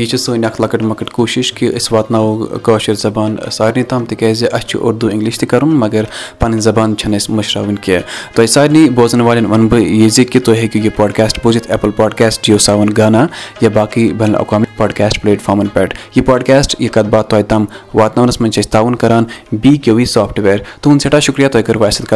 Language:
Kashmiri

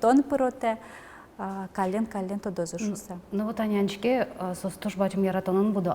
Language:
Udmurt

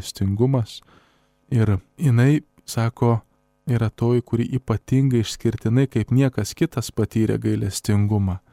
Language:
Lithuanian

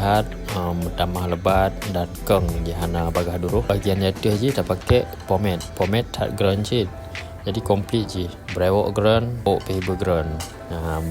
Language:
Achinese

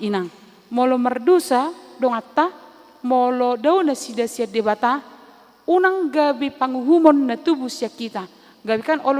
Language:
Batak Toba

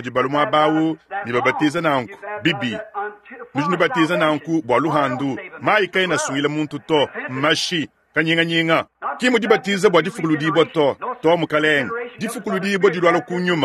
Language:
Luba-Lulua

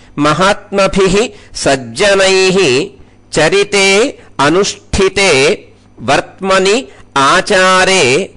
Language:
Sanskrit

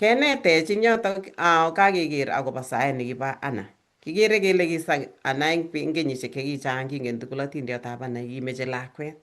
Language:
Kalenjin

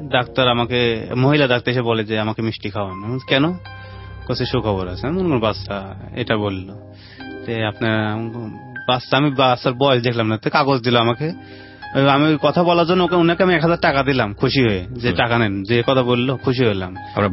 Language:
Bangla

